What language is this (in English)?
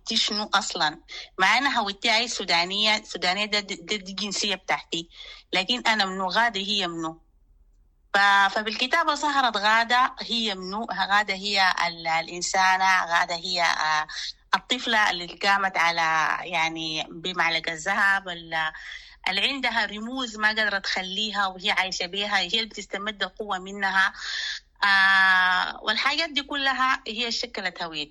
Sudanese Arabic